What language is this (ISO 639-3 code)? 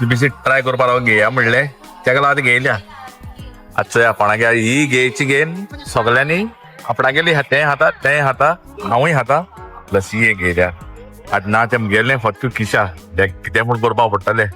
kok